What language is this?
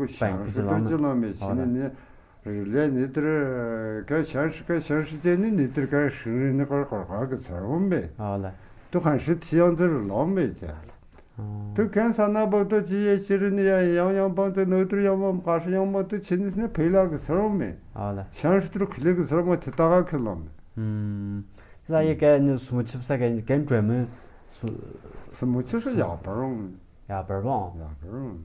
Tu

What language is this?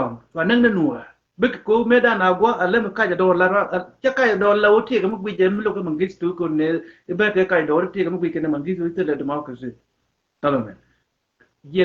Nuer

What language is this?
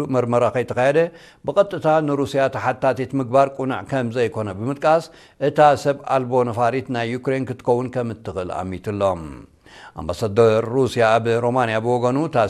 Tigrinya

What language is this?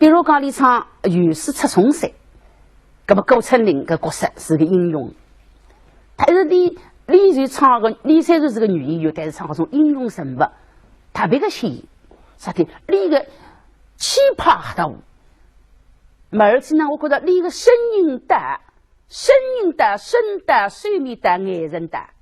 Wu Chinese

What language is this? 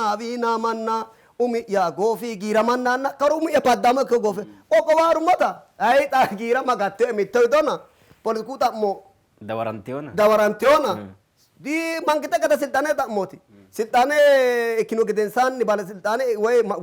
Sidamo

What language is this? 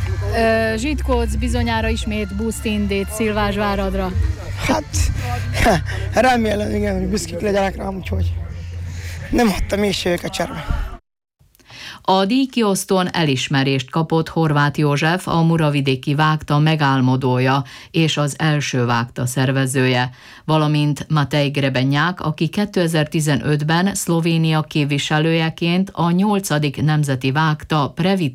Hungarian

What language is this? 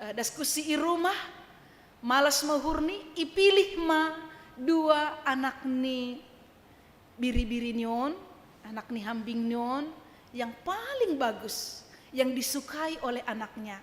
Batak Simalungun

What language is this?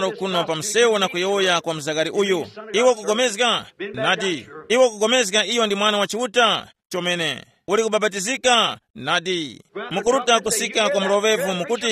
Tumbuka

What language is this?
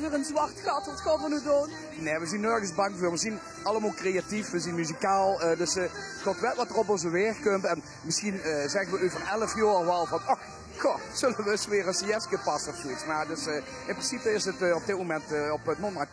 Limburgish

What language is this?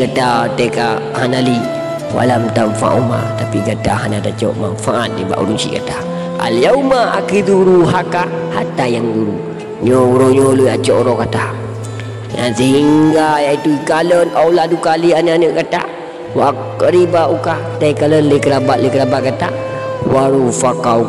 Achinese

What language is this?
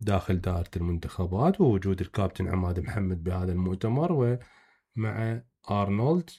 Mesopotamian Arabic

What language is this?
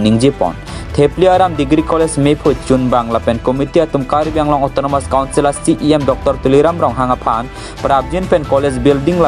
Karbi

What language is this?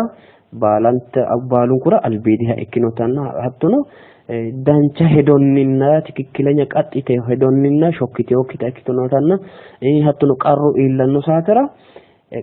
Sidamo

